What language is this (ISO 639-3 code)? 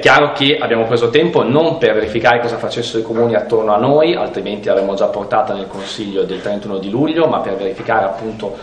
ita